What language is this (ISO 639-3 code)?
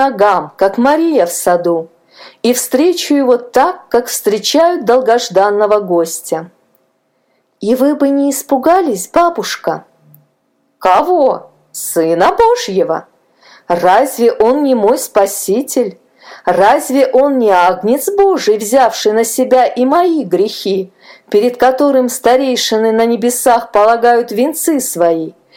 rus